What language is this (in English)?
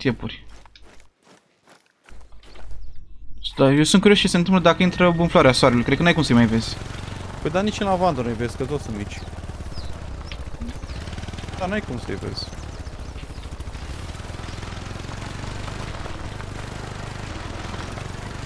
Romanian